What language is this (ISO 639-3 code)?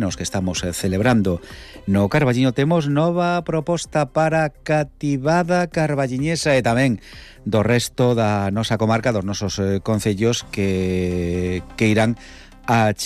glg